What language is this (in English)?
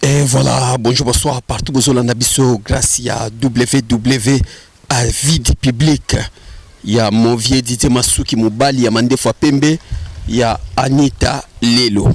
Lingala